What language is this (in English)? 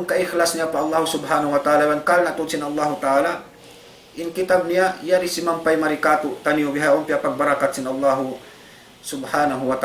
Tausug